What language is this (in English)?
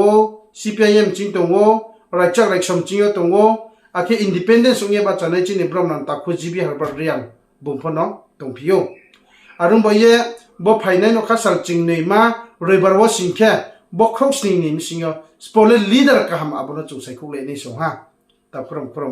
Riang (India)